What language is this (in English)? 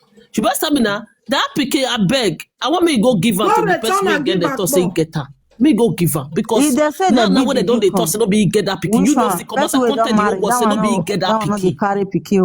Nigerian Pidgin